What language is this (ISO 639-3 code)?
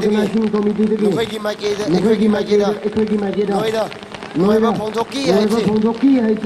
nmf